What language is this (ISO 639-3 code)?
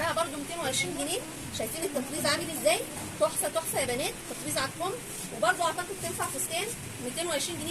arz